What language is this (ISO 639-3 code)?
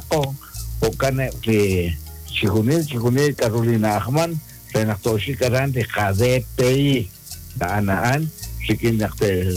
kek